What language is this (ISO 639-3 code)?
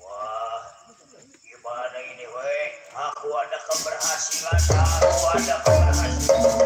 bew